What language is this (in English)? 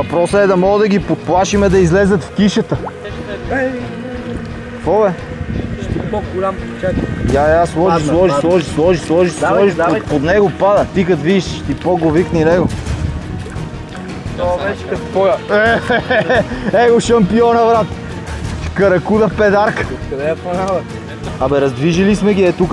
Bulgarian